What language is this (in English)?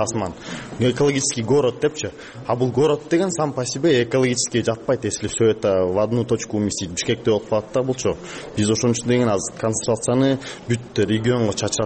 Kyrgyz